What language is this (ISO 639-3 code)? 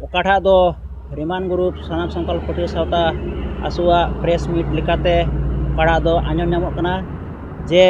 sat